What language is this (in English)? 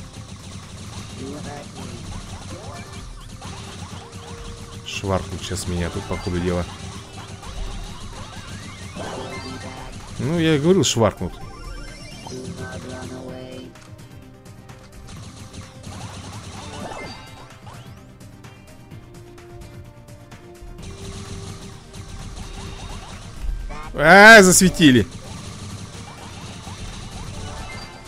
Russian